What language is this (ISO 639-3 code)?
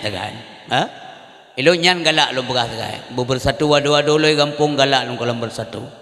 ace